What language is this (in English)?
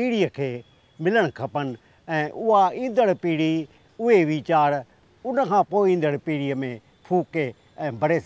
Sindhi